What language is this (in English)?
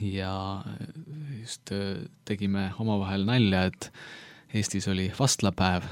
Estonian